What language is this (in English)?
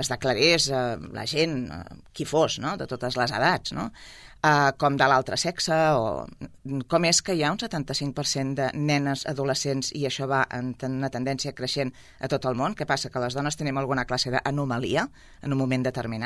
Catalan